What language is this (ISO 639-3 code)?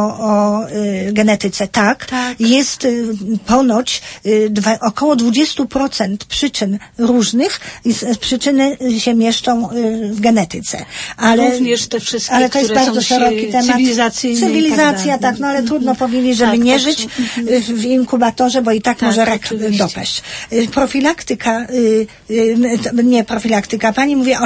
pol